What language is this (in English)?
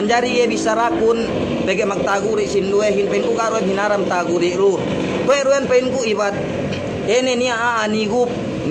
Yakan